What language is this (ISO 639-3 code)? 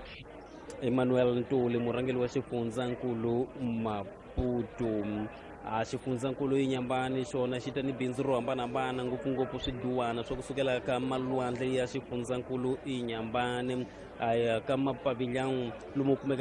tso